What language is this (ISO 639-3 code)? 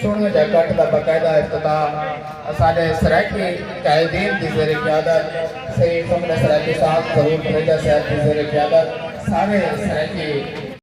skr